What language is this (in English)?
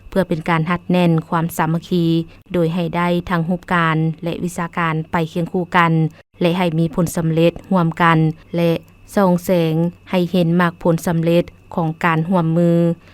Lao